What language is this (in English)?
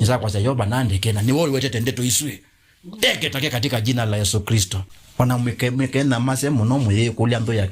Kamba